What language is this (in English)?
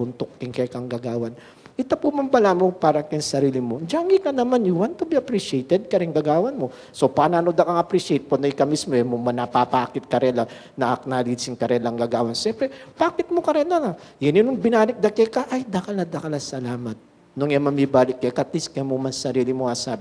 Pampanga